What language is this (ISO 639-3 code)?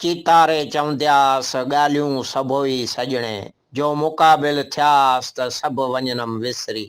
snd